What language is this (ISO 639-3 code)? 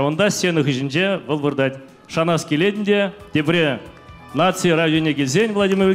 chv